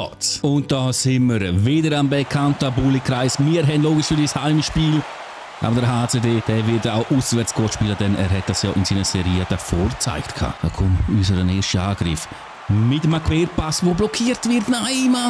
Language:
Swiss German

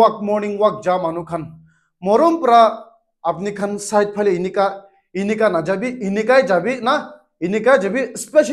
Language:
Naga Pidgin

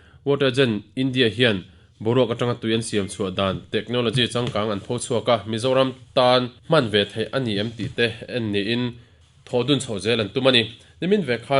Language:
Mizo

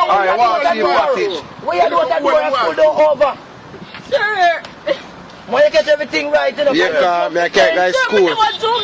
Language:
Jamaican Creole English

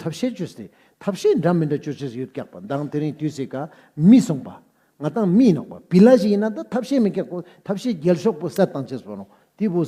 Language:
Ladakhi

